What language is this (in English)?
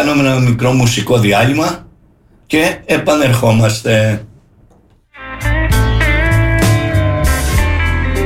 Greek